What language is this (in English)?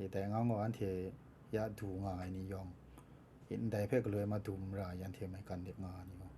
Kachin